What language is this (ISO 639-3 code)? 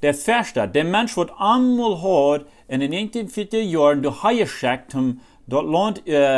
pdt